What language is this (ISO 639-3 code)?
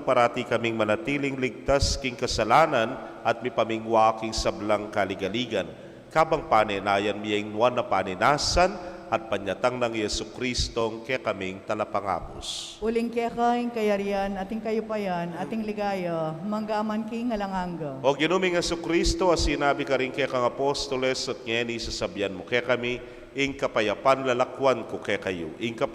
pam